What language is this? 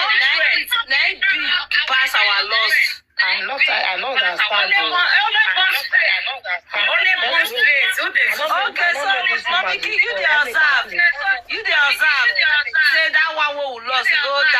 Nigerian Pidgin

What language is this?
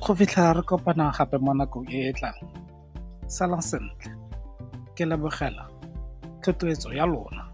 Tswana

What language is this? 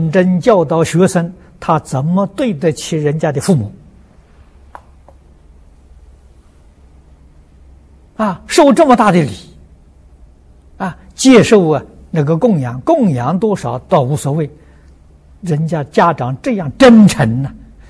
Chinese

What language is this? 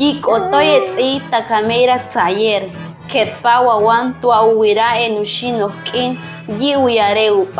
Chortí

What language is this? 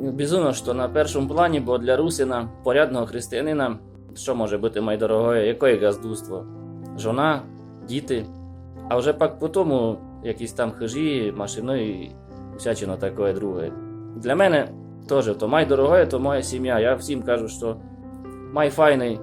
Rusyn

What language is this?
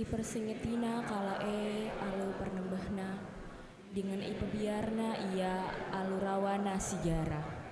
Batak Karo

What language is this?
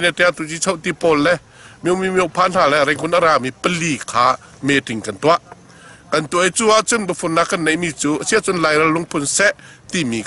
Hakha Chin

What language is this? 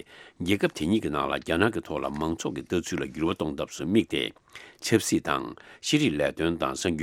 Tibetan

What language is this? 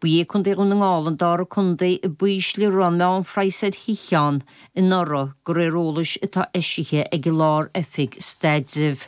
Irish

